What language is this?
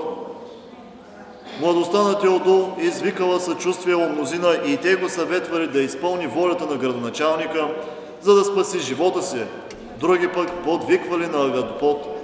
Bulgarian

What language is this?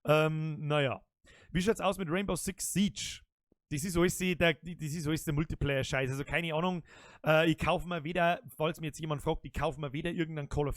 Bavarian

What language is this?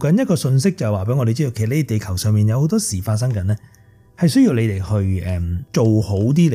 Cantonese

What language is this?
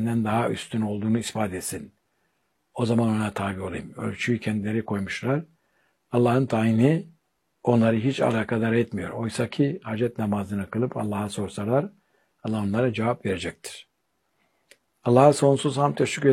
Turkish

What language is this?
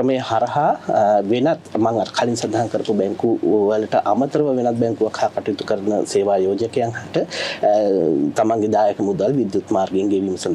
Sinhala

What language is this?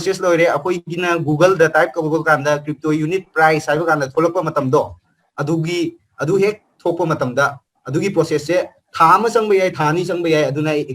Manipuri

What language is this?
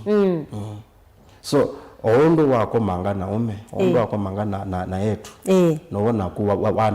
Kamba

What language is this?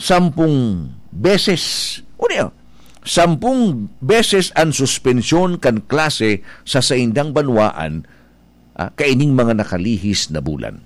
Bikol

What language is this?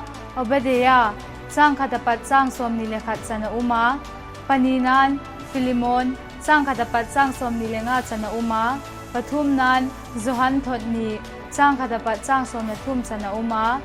Vaiphei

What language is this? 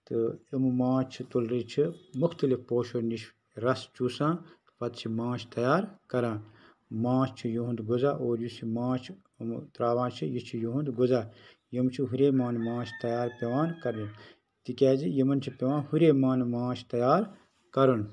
Kashmiri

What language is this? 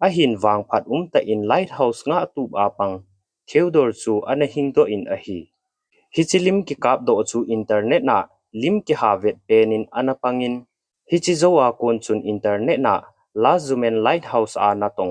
Thado Chin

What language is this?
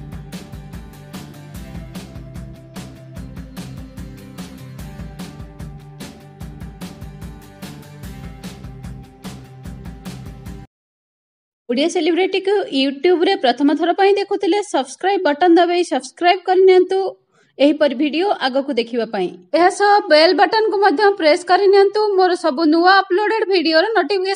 Odia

